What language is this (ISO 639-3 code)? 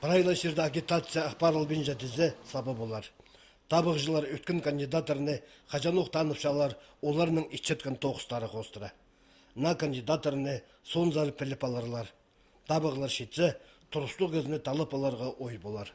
kjh